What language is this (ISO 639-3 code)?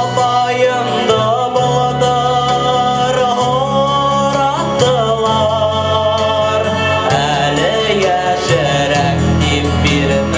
bak